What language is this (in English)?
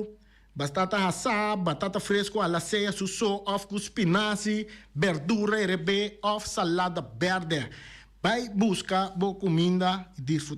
Papiamento